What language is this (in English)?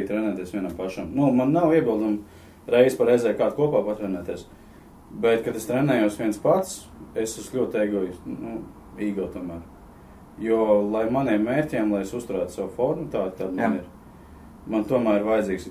Latvian